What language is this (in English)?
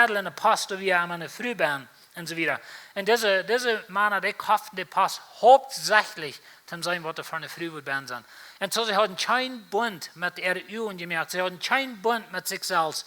Plautdietsch